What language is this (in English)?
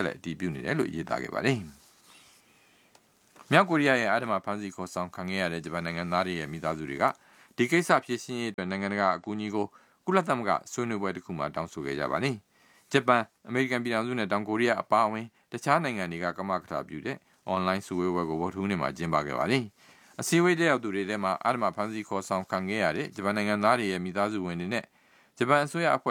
Burmese